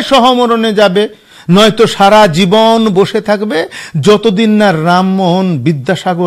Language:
Bangla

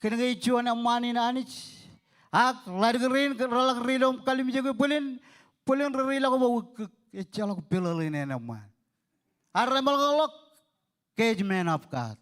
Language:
Marshallese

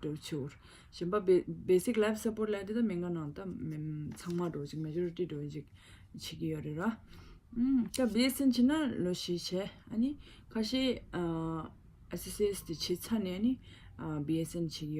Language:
Tibetan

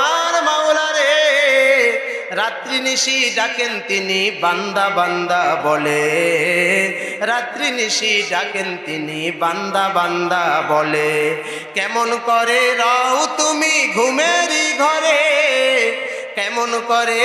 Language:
Bangla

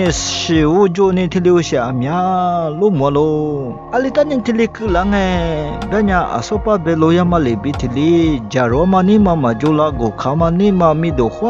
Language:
Lisu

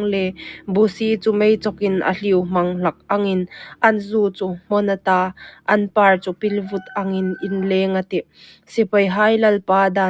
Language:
Hmar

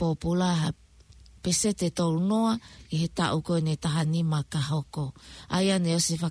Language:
Tongan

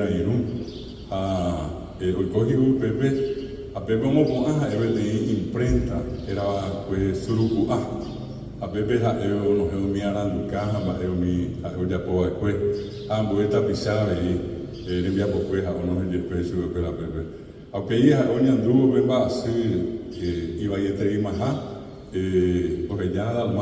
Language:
Guarani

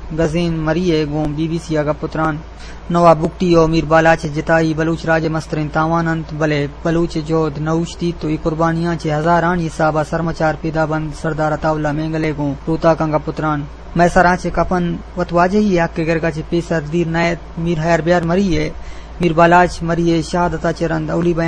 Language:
Eastern Balochi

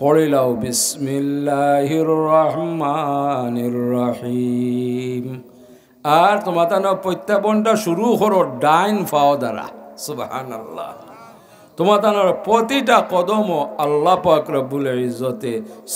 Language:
Sylheti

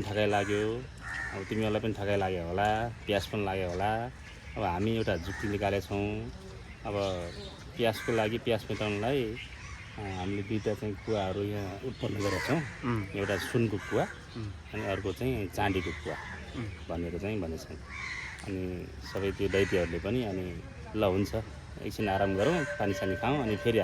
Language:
Nepali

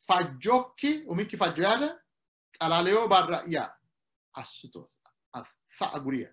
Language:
Sidamo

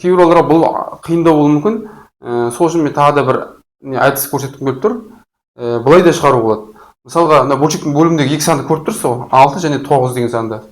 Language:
Kazakh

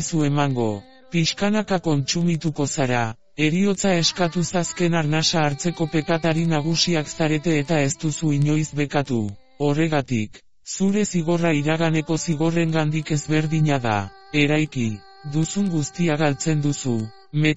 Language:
Basque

